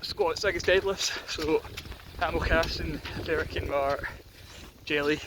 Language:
Scottish Gaelic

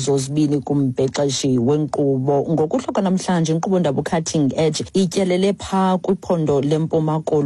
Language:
Xhosa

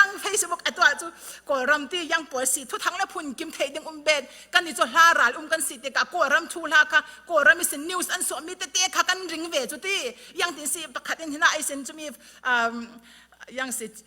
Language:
Falam Chin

